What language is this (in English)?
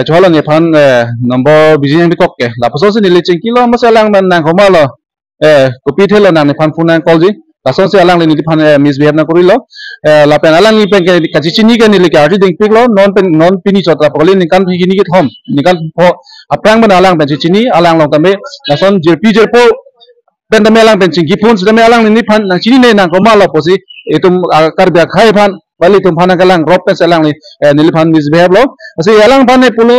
Karbi